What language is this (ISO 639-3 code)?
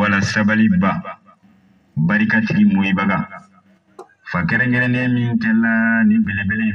bam